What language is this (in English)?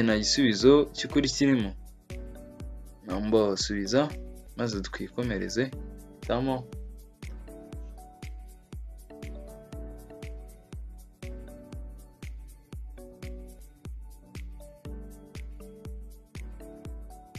Kinyarwanda